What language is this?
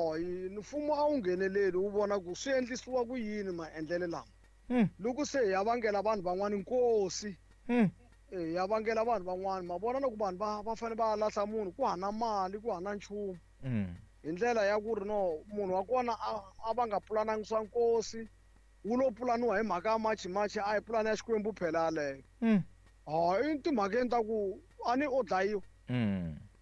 Tsonga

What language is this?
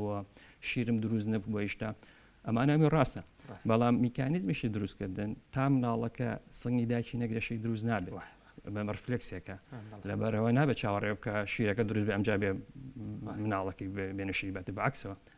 Central Kurdish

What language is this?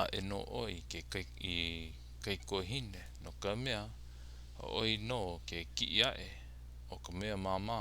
Hawaiian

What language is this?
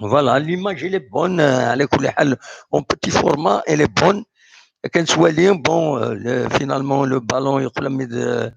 Kabyle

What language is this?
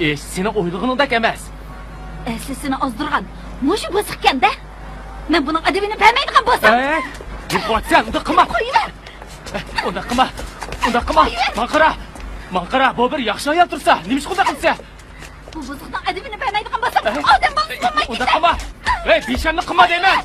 Uyghur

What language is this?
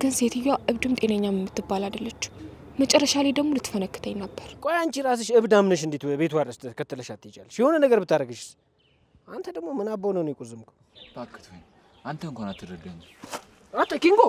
Amharic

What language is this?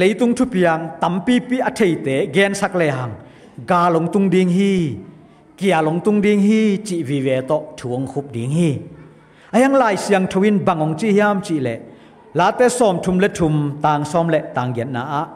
Tedim Chin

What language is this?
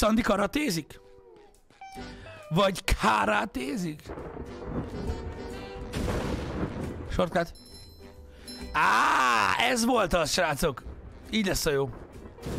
Hungarian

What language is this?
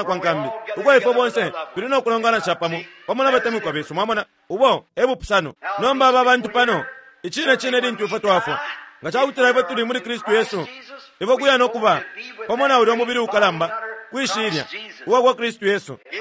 Bemba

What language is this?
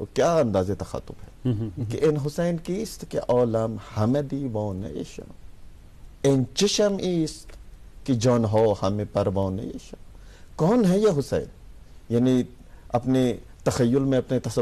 Urdu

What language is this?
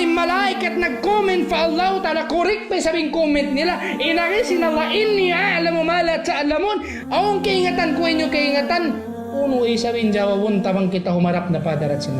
Tausug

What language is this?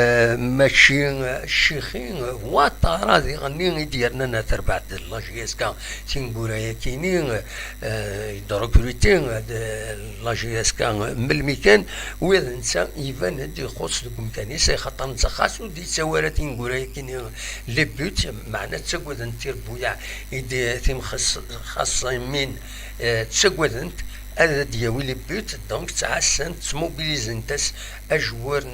Kabyle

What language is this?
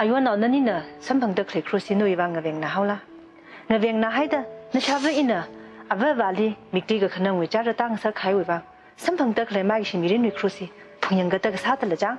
Tangkhul Naga (India)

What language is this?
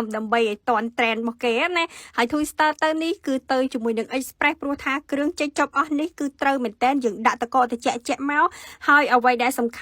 Khmer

